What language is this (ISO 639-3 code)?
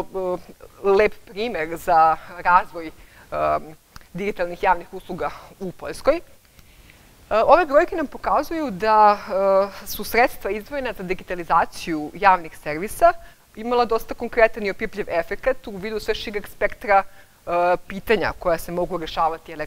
srp